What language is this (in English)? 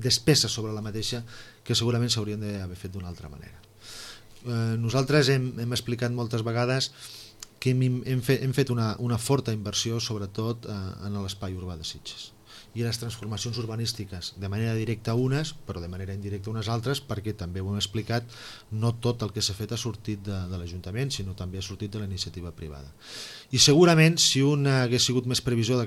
Catalan